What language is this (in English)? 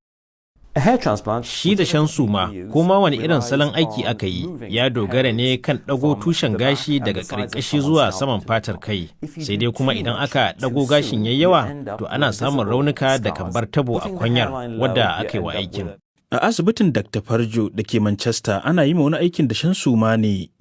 Hausa